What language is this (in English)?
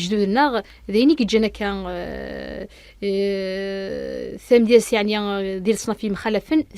Kabyle